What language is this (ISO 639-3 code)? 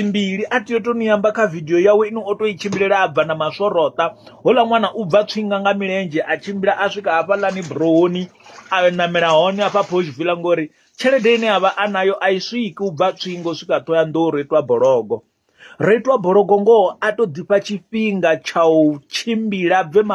ven